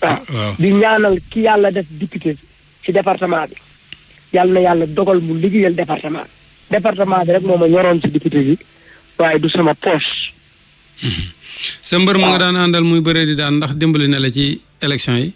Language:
Wolof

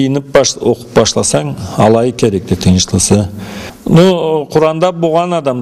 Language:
Karachay-Balkar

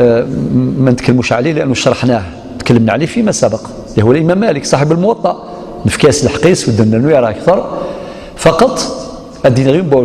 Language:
Algerian Arabic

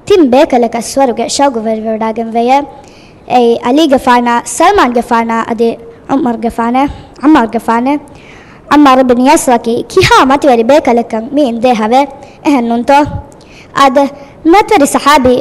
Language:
Divehi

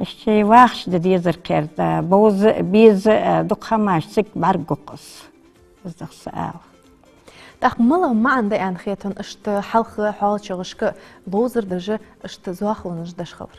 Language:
Ingush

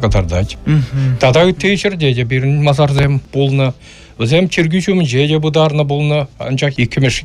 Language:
Chuvash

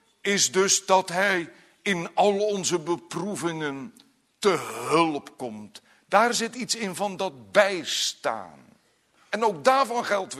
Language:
Dutch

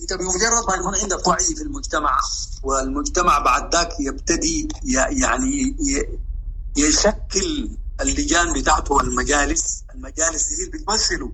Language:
Sudanese Arabic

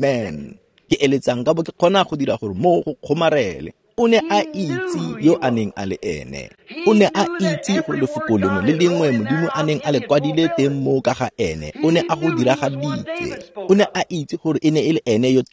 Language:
Tswana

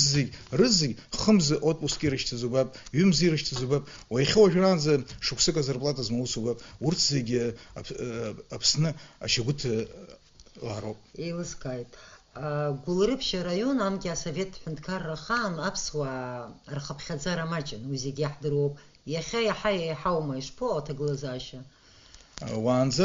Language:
Abkhazian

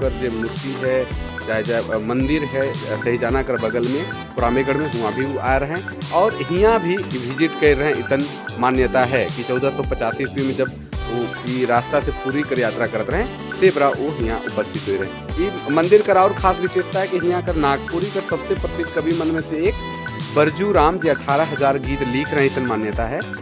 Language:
Sadri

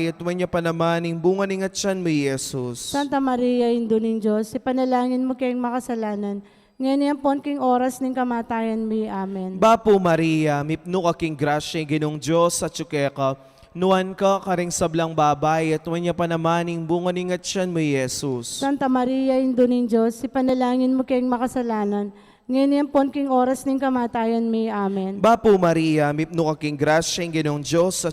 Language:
Pampanga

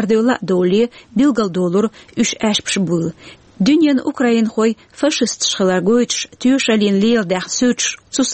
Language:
Chechen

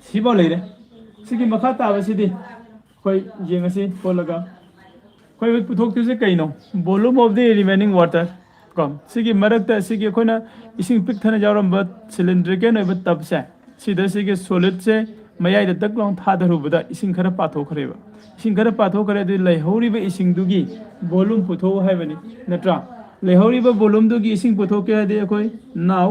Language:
Manipuri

